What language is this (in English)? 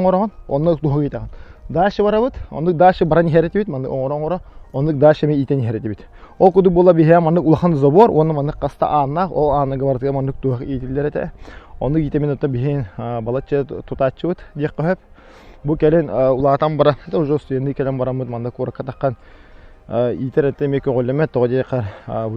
Yakut